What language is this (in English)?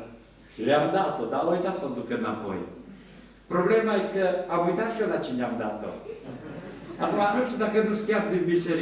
Romanian